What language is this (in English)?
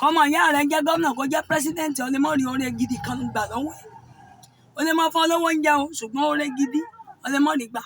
Yoruba